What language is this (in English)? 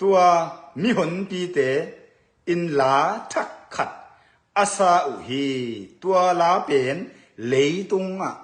Tedim Chin